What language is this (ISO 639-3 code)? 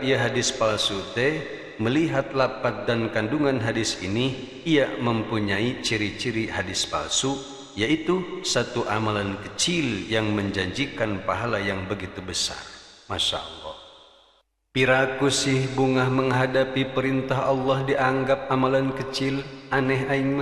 sun